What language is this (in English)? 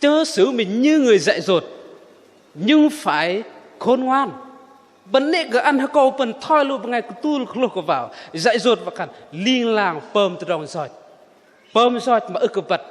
Bahnar